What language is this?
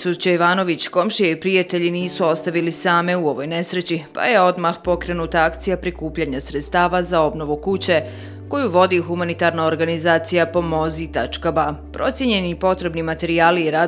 Bosnian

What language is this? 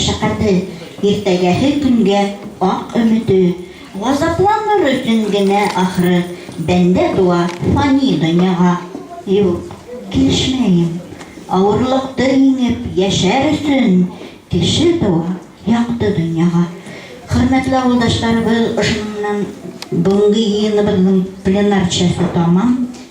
Bashkir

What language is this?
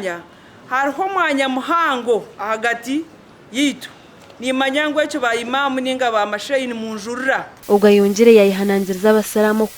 Nyankole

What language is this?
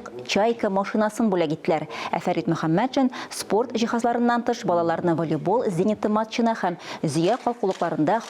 Tatar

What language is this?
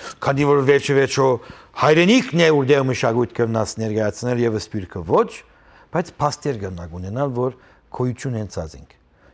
Western Armenian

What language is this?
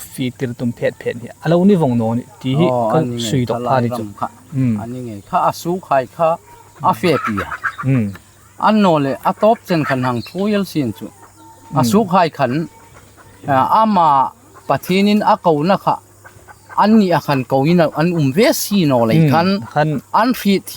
Hmar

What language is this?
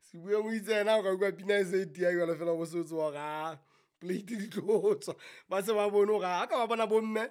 Southern Sotho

